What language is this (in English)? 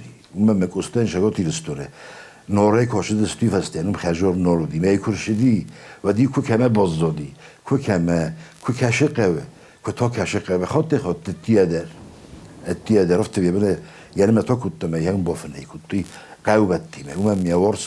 Ossetic